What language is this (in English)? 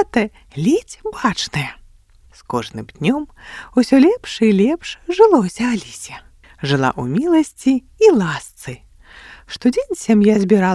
Belarusian